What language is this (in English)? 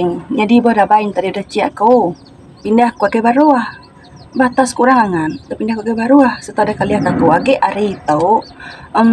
Iban